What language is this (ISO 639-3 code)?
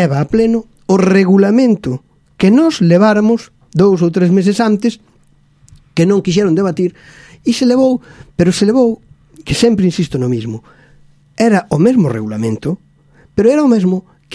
glg